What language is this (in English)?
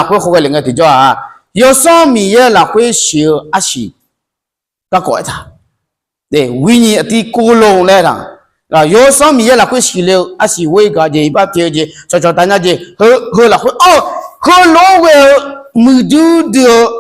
Akha